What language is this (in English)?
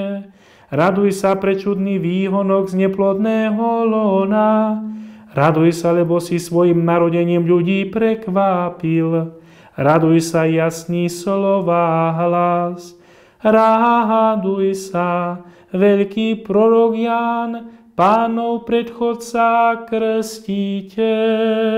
Slovak